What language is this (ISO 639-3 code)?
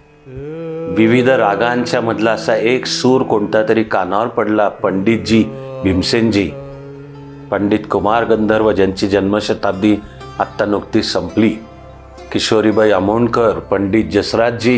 mar